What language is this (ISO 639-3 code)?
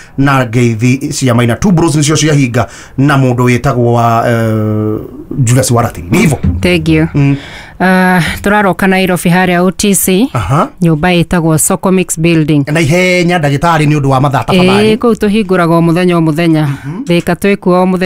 kik